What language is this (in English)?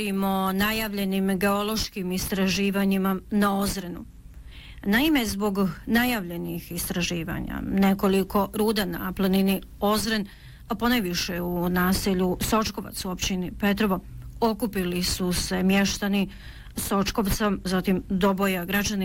Bosnian